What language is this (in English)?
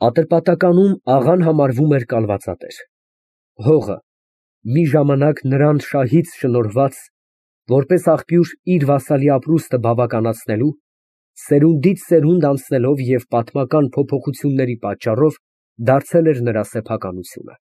Armenian